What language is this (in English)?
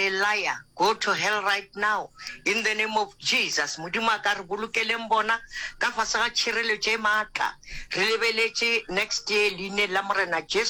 Northern Sotho